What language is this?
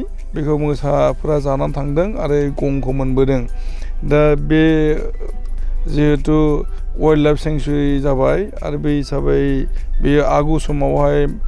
Bodo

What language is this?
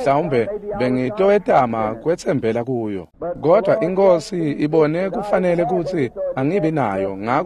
Swati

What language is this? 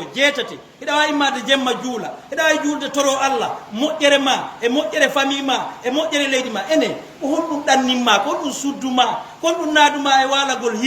Fula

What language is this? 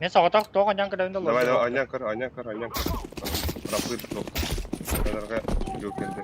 Yakut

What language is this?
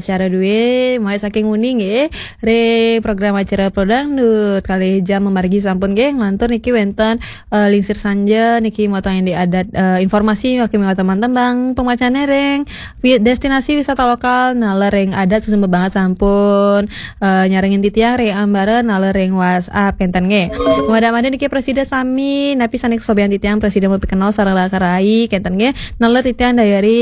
Balinese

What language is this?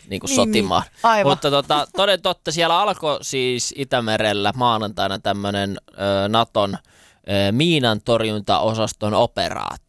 Finnish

